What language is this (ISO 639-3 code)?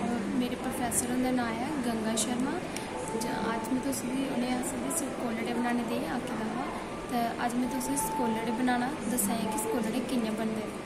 doi